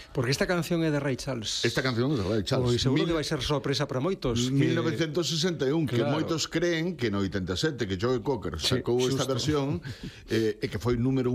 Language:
Galician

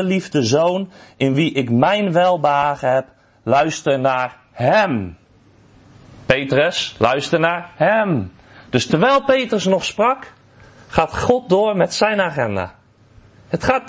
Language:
Dutch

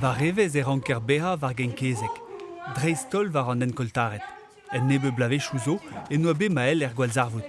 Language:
Breton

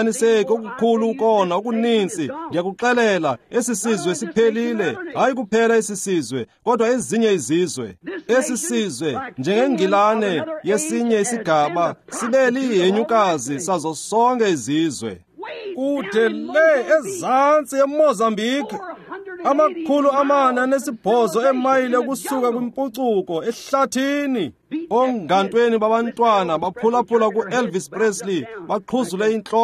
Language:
Xhosa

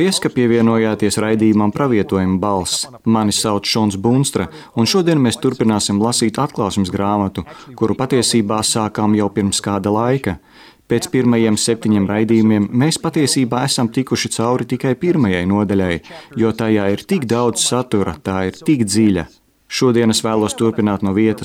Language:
Latvian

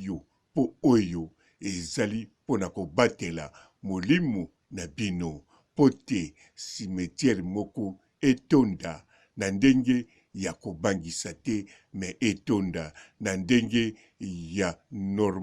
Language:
Lingala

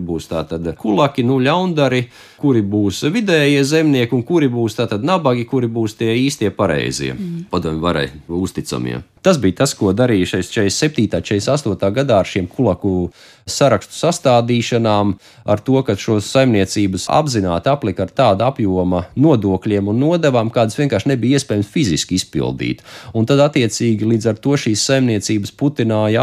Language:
Latvian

